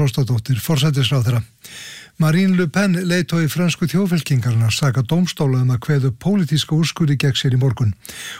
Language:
Icelandic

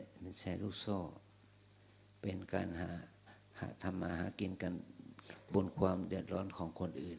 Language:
Thai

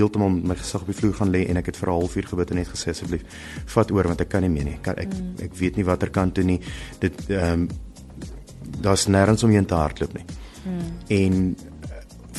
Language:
Afrikaans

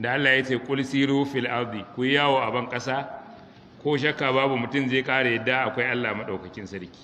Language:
Hausa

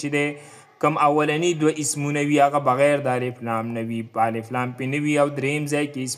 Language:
Pashto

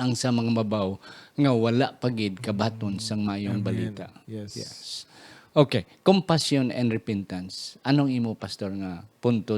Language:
Hiligaynon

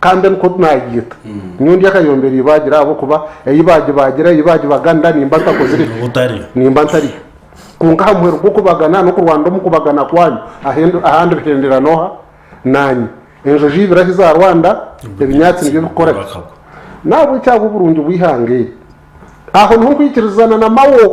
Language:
Nyankole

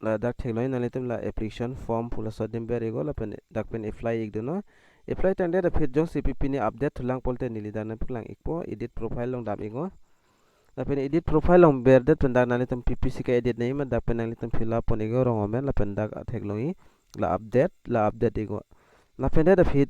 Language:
Karbi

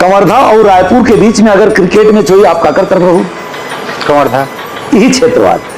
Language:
Chhattisgarhi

